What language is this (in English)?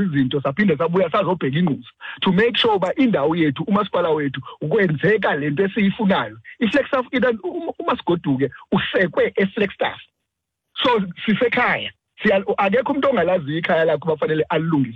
Xhosa